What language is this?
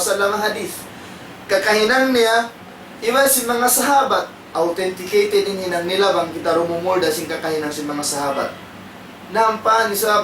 Tausug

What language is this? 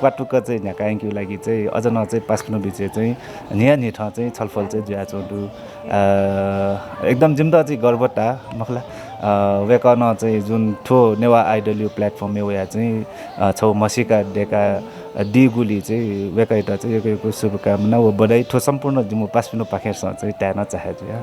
Newari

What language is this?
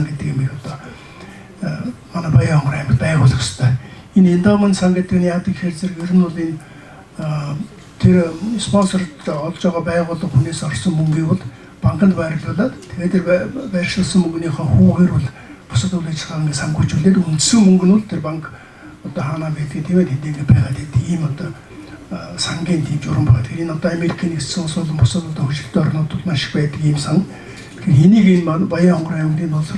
Mongolian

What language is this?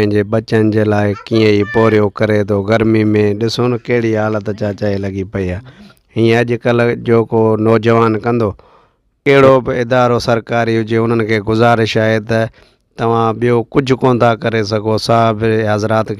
Sindhi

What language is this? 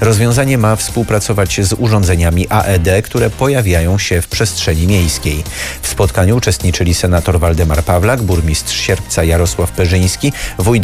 Polish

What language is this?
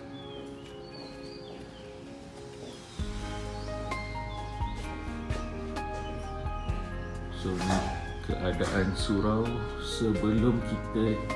Malay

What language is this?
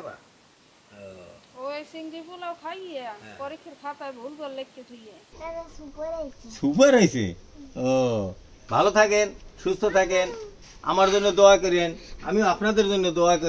Bangla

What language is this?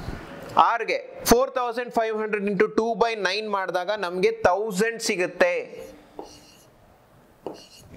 Kannada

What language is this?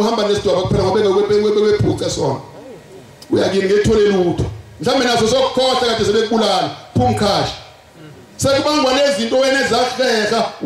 Zulu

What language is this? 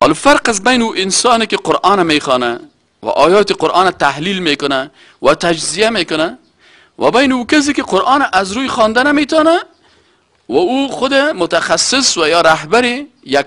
Persian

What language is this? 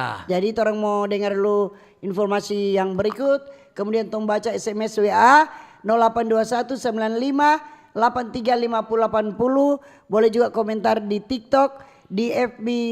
Manado Malay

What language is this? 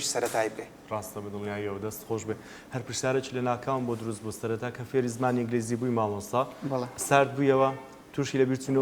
Central Kurdish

